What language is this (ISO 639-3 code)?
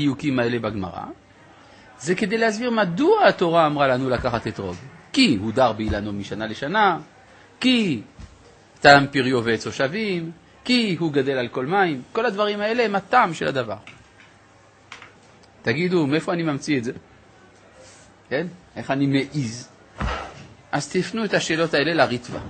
heb